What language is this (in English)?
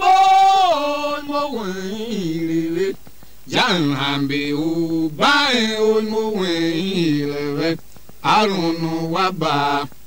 Tiv